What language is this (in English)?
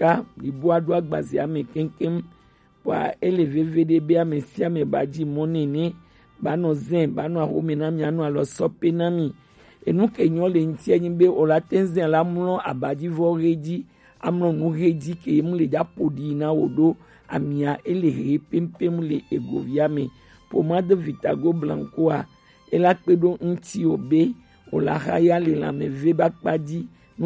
Gen